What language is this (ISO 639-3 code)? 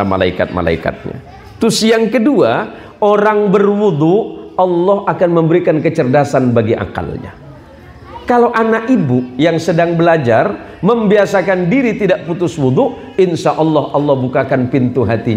ind